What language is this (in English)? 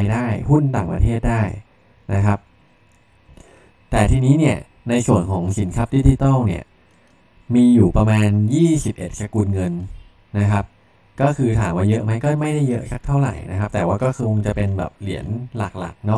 Thai